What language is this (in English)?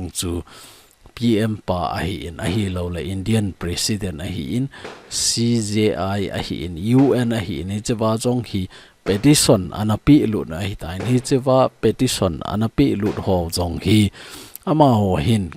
Thado Chin